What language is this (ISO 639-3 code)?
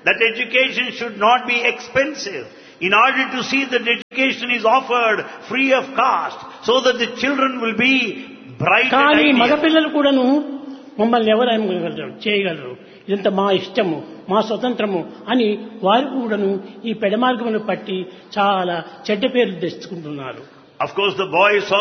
tel